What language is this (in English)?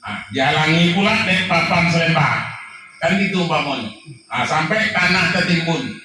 Minangkabau